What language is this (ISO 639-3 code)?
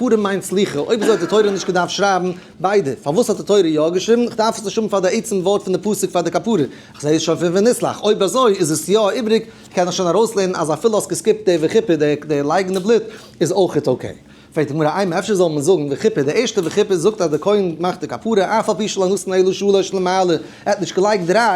yid